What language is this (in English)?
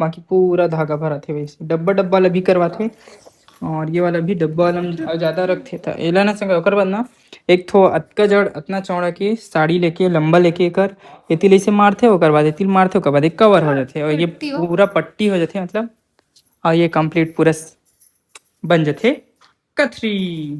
Chhattisgarhi